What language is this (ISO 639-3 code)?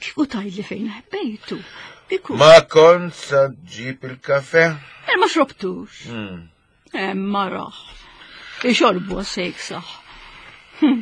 mlt